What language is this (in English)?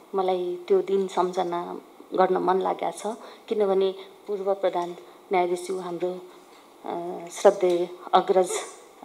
Nepali